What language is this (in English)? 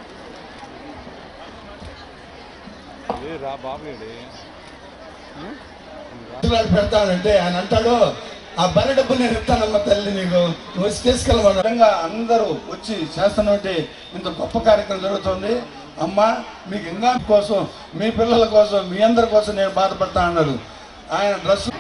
Telugu